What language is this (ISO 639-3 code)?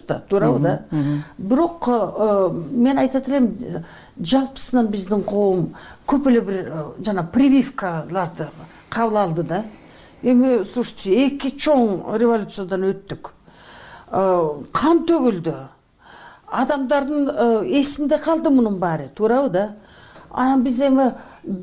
kir